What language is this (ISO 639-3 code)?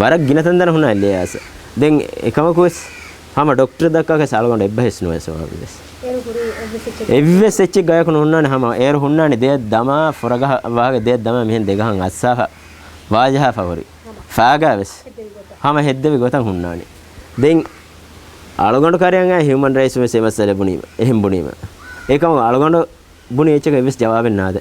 div